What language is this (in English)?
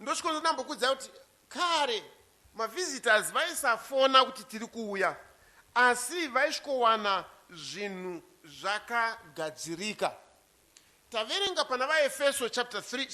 Shona